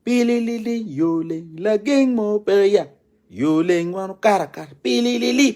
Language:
Acoli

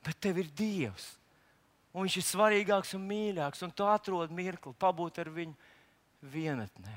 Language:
Latvian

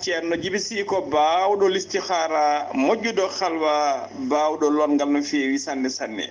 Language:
Fula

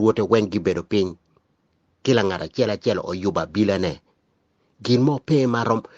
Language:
Acoli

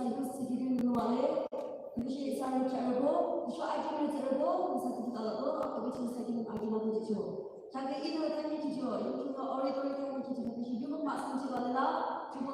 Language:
Yimchungru Naga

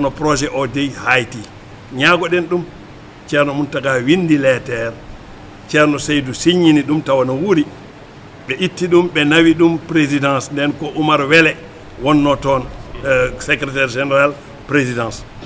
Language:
Fula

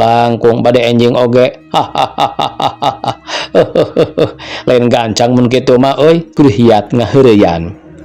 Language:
Sundanese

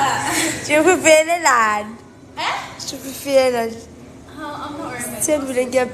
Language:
Zulu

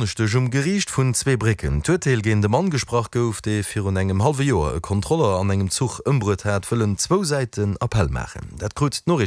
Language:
Luxembourgish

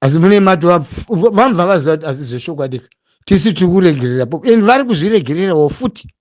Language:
Shona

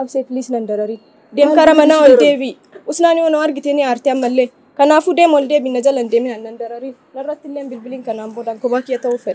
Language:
Oromo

